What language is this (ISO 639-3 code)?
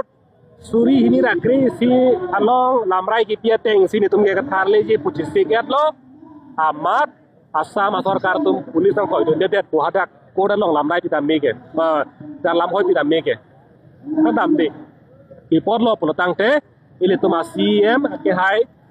mjw